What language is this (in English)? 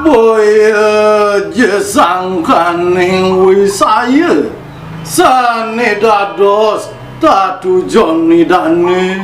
Balinese